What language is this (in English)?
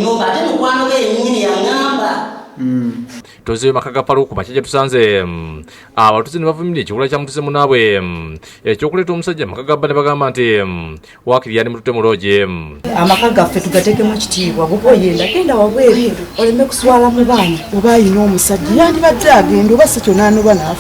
Ganda